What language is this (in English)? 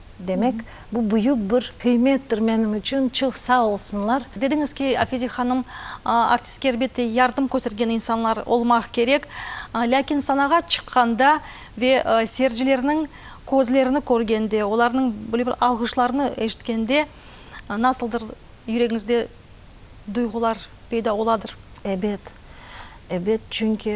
Crimean Tatar